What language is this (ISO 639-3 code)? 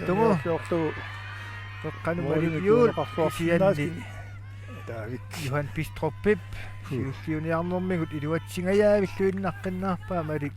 kal